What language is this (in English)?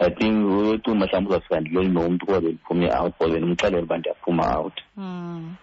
Xhosa